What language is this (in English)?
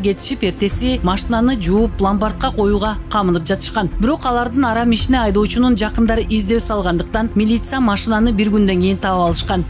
Kyrgyz